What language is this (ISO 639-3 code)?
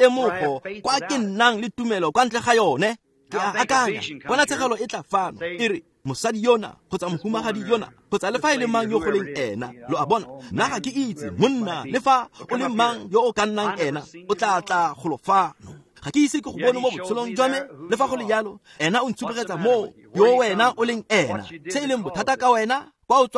tsn